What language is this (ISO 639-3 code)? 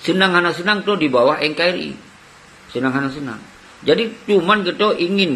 ace